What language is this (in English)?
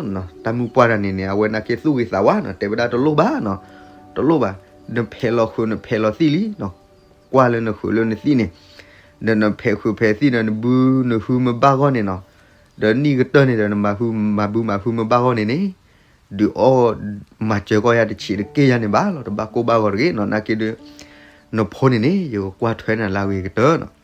S'gaw Karen